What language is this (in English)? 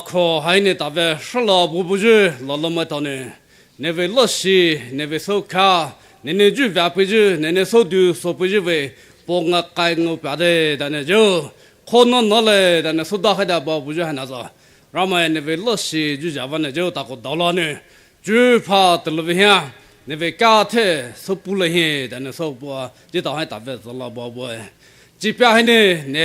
Poumei Naga